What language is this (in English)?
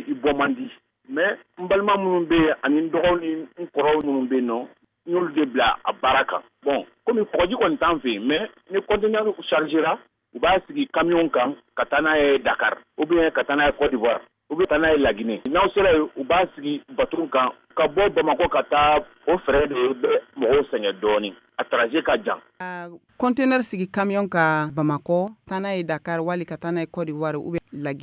Bambara